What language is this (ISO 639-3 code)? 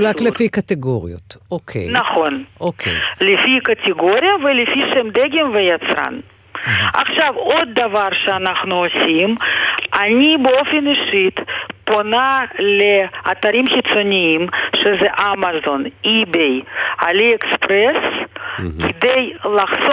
heb